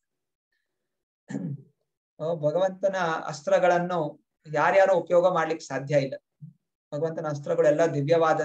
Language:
Kannada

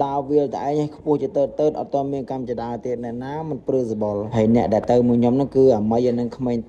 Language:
Khmer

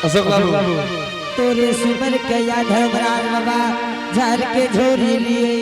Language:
Angika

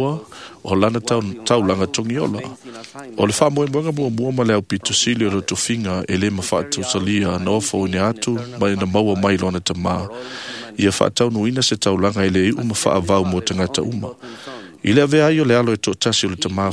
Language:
Samoan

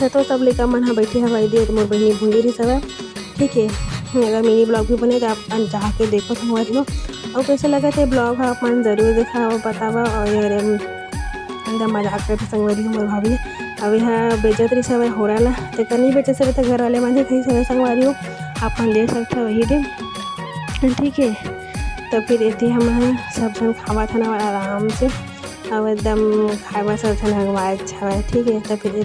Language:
Chhattisgarhi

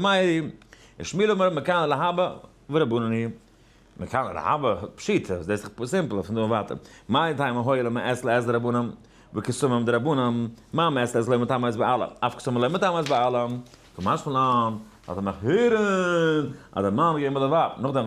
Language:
Yiddish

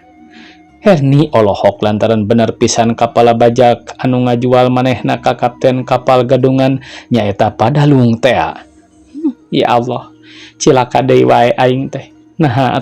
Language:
Sundanese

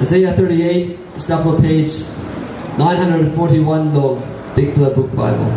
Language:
Tok Pisin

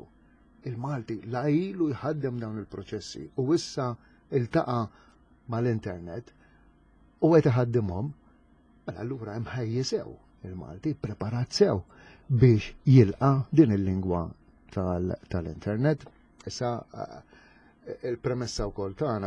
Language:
Maltese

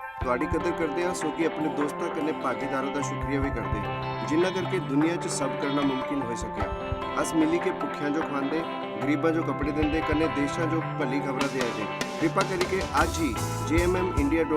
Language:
Dogri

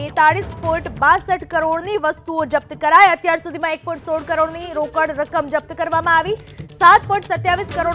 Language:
Gujarati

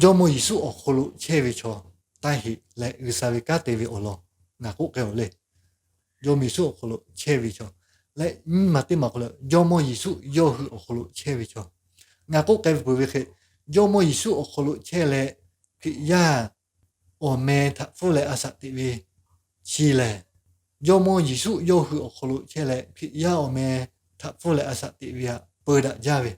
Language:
Lahu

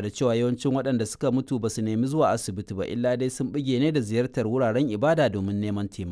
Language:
Hausa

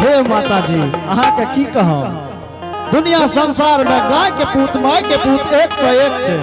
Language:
Angika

